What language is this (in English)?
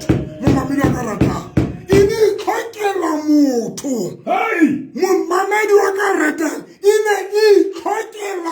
Southern Sotho